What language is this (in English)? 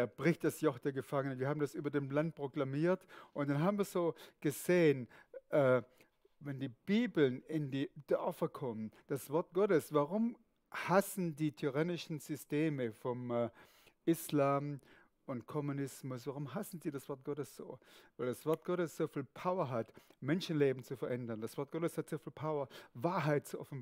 Swiss German